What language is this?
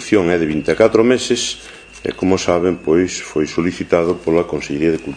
Galician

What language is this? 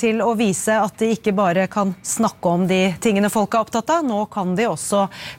Norwegian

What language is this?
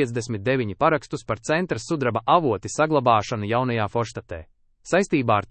Latvian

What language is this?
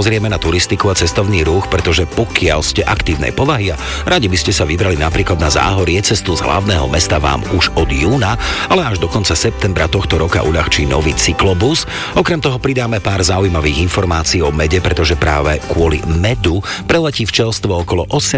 Slovak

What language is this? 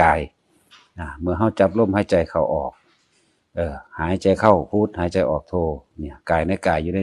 Northeastern Thai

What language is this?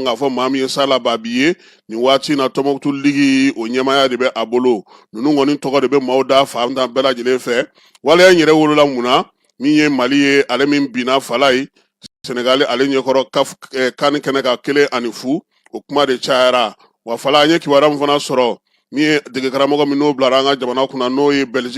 Bambara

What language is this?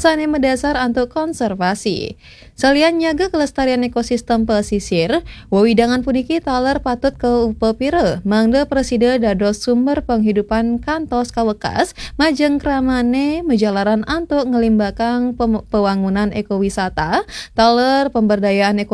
Balinese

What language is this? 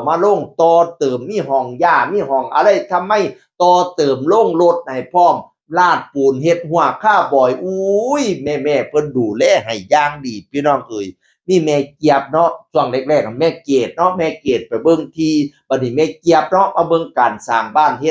Northeastern Thai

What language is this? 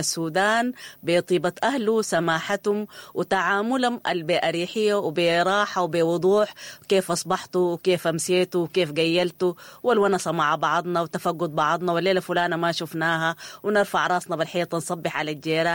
Sudanese Arabic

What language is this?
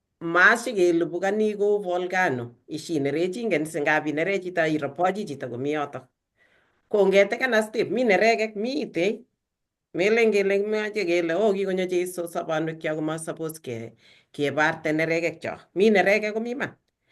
Kalenjin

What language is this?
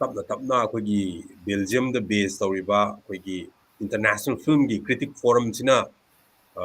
Manipuri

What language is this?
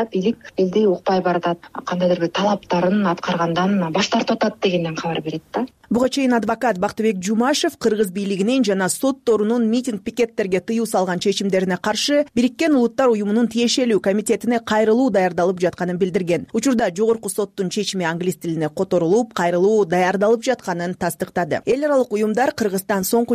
Kyrgyz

